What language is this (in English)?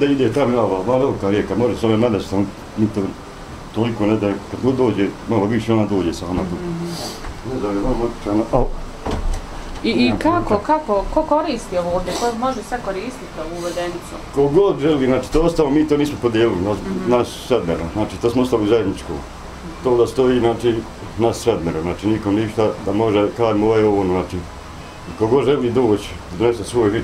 Bosnian